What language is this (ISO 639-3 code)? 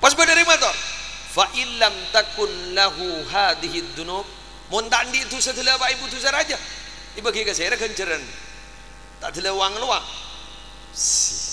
mad